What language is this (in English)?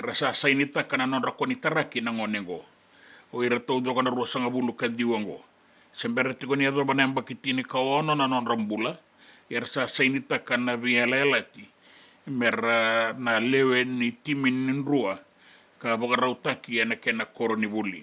Fijian